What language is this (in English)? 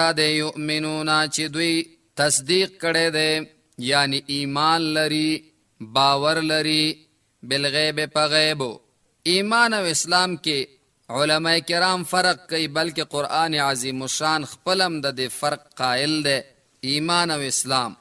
Pashto